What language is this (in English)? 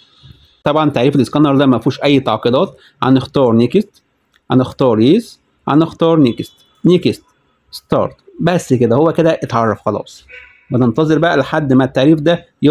Egyptian Arabic